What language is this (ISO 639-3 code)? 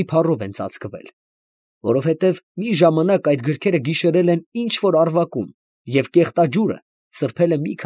hye